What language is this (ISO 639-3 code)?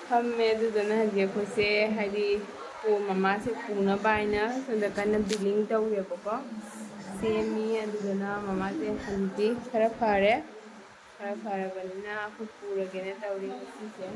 mni